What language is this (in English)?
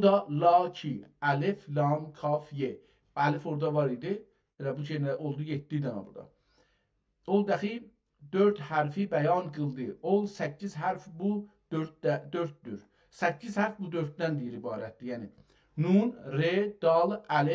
South Azerbaijani